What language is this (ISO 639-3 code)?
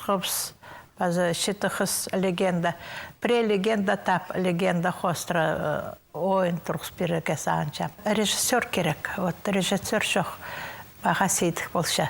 kjh